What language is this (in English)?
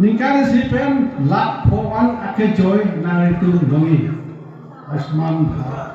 Karbi